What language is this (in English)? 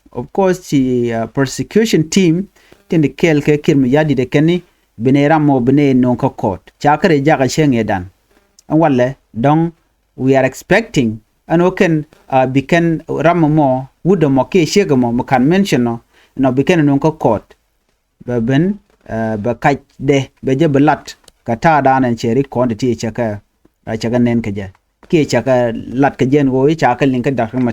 Nuer